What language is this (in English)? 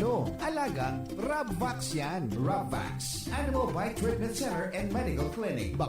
Bikol